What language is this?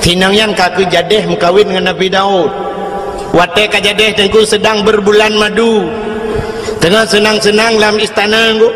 Achinese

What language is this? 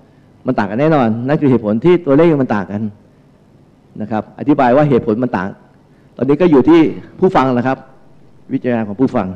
Thai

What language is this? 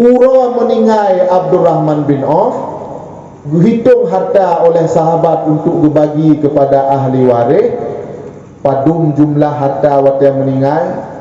Achinese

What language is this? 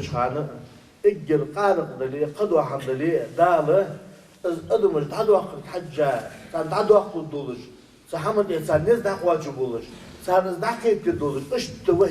Ingush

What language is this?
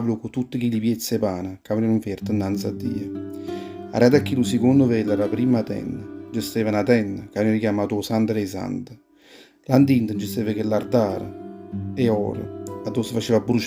Neapolitan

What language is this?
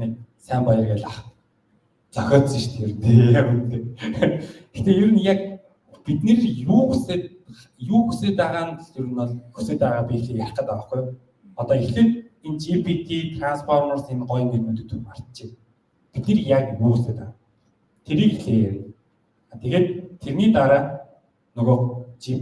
Mongolian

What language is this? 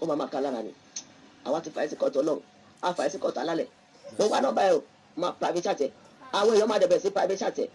Yoruba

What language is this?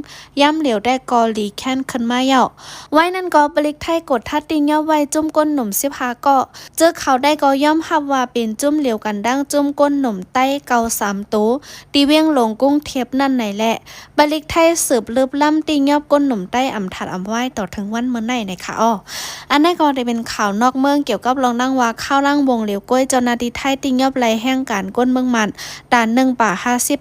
Shan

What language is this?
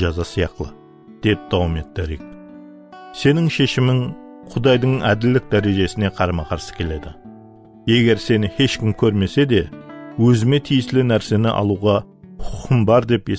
Kara-Kalpak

